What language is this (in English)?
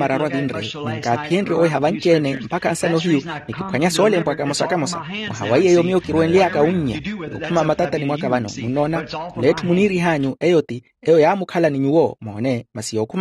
Makhuwa